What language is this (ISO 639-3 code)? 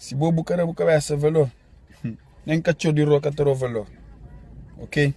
kea